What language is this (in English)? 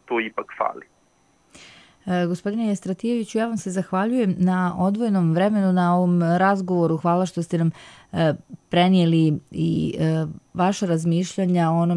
Serbian